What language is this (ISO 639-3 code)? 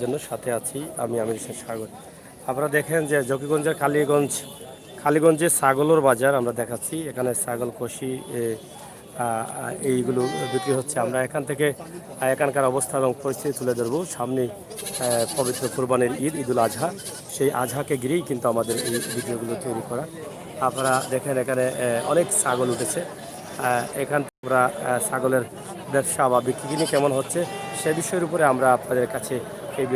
syl